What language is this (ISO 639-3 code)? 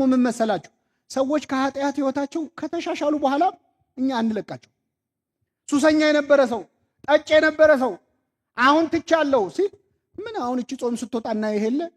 amh